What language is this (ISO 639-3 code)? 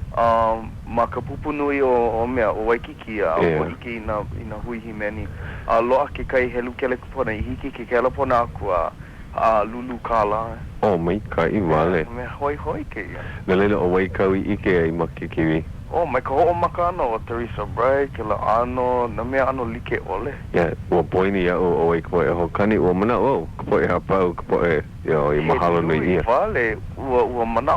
haw